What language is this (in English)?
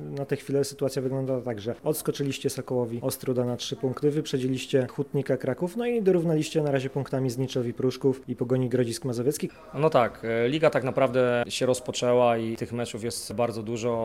Polish